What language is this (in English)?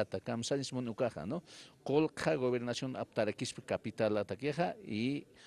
Aymara